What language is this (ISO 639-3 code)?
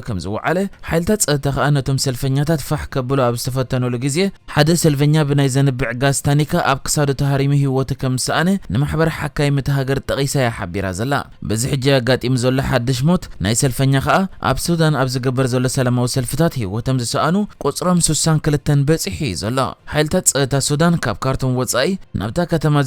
tir